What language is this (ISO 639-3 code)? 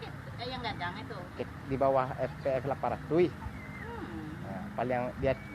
min